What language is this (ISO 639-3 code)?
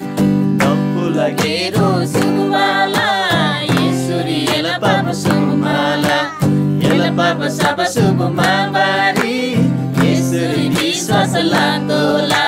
taj